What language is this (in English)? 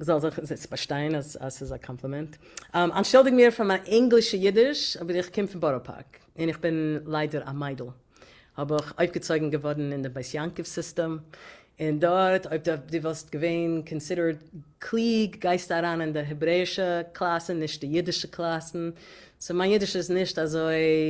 Yiddish